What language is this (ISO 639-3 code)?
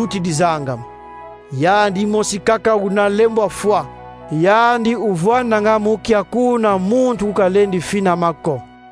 kon